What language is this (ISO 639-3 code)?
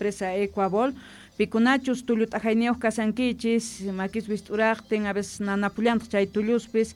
quh